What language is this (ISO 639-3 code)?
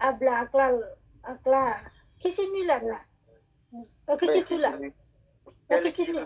ksw